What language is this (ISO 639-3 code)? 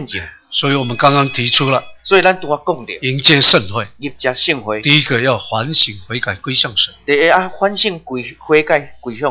zho